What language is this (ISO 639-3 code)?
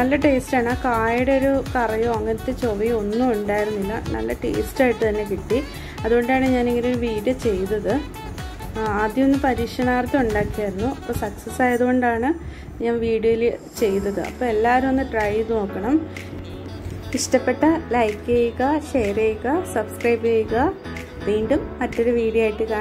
mal